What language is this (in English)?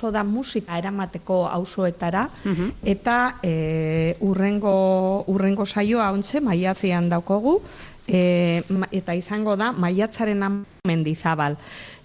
Basque